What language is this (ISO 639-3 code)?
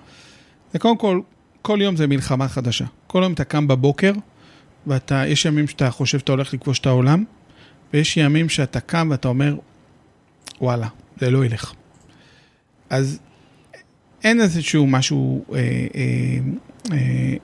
heb